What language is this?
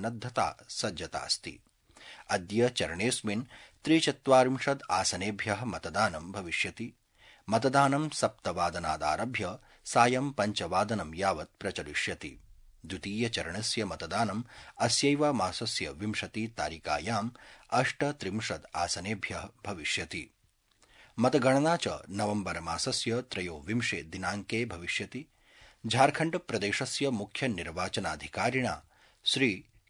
Sanskrit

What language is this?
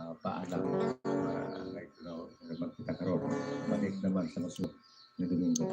Hiligaynon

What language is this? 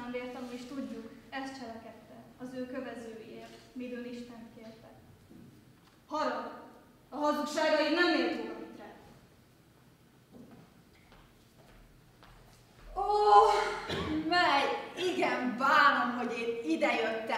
Hungarian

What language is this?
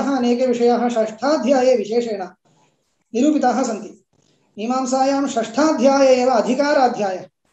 Sanskrit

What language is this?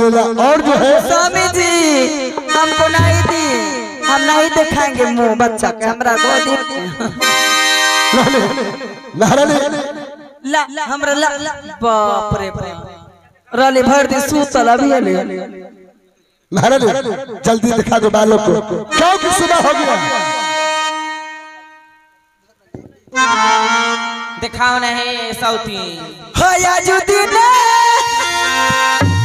Bhojpuri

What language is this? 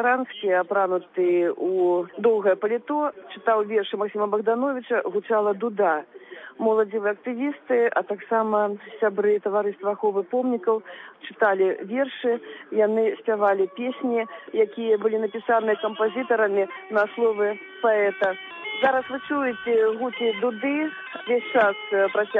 Belarusian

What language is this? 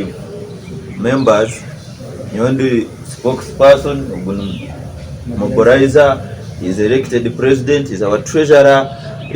Nyankole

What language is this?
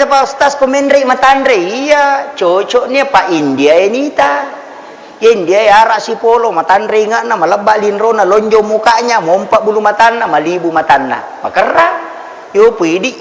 Buginese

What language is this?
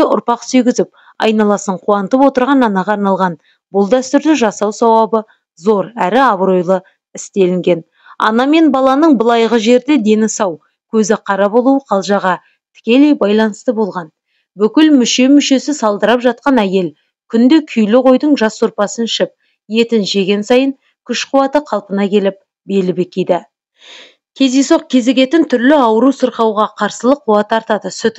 Kazakh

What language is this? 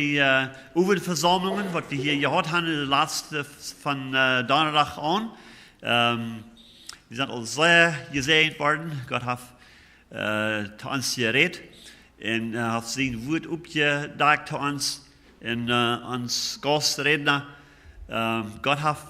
Plautdietsch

